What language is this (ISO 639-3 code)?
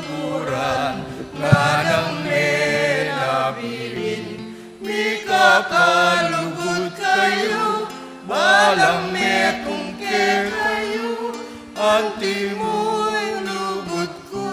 pam